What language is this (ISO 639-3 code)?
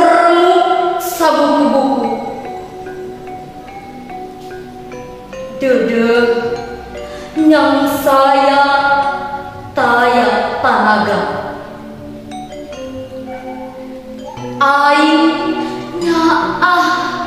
sun